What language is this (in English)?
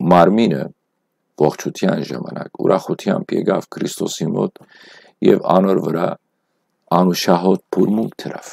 Western Armenian